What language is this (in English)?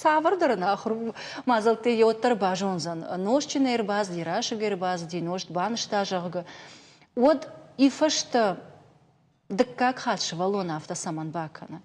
Ossetic